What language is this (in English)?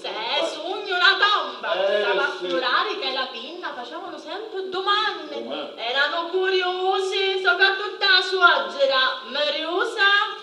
Sicilian